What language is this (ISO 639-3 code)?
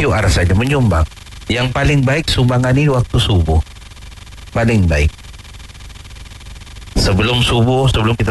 msa